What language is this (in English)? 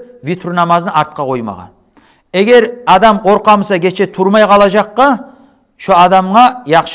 Kumyk